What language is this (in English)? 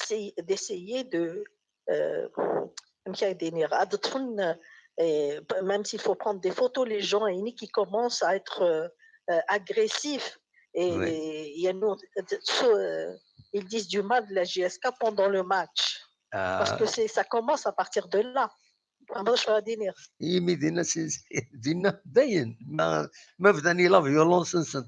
Kabyle